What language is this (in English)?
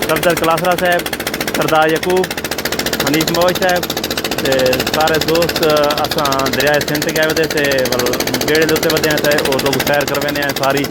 Saraiki